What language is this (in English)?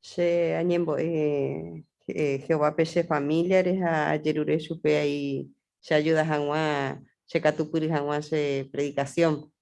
Guarani